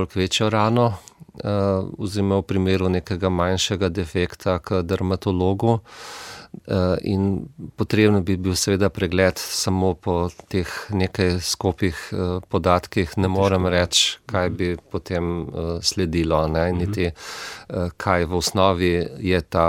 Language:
Slovenian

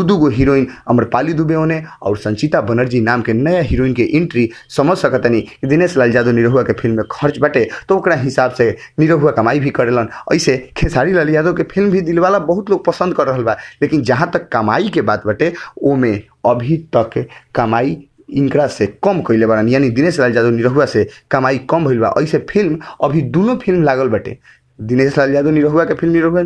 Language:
Bhojpuri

